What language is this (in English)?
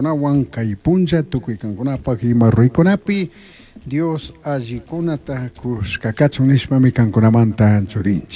Chimborazo Highland Quichua